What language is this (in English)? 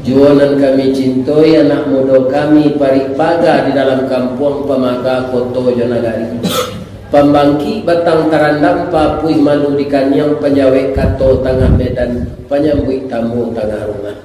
Minangkabau